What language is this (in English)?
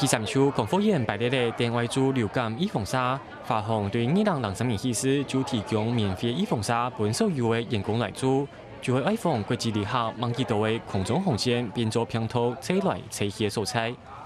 Hakka Chinese